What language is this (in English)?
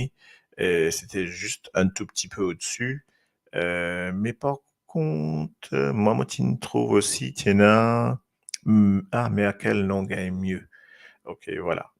Morisyen